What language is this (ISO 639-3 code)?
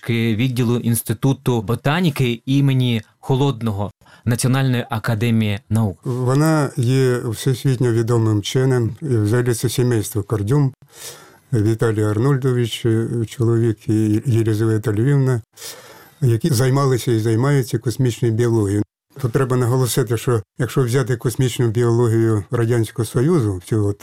ukr